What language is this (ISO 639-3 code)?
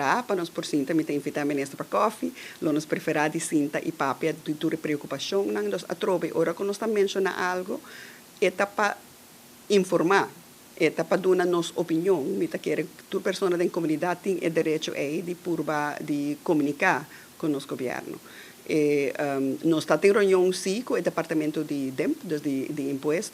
pap